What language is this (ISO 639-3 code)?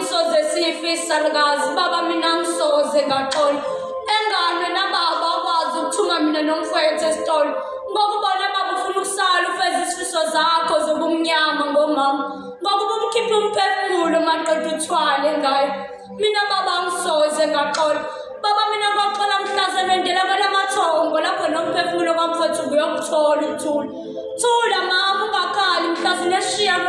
zul